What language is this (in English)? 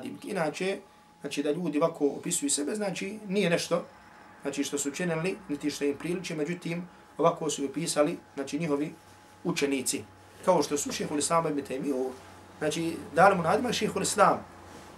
Bosnian